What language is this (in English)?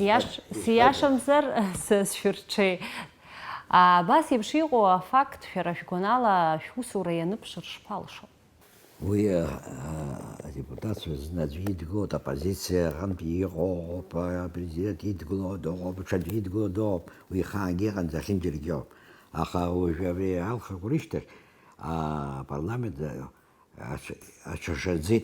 Abkhazian